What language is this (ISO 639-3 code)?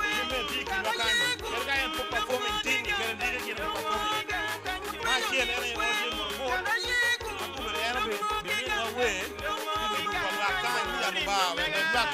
ach